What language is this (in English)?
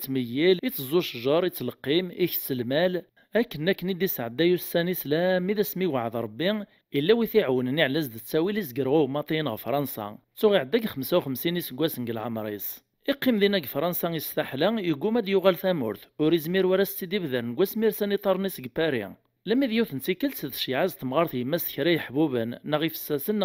Kabyle